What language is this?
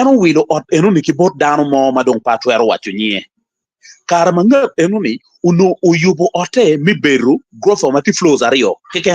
Acoli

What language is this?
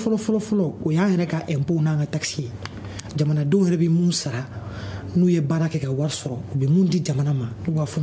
Bambara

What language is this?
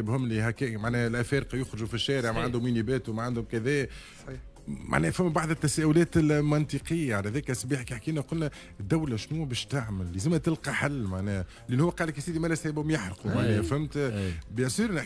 Tunisian Arabic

